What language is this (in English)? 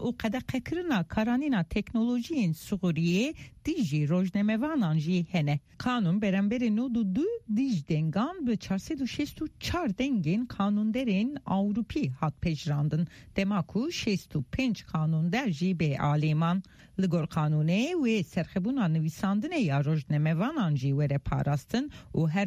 Kurdish